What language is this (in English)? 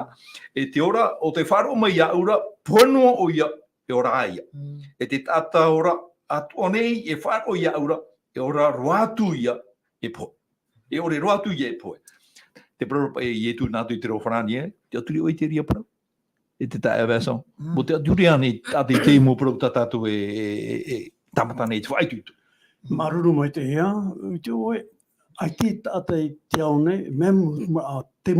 Tahitian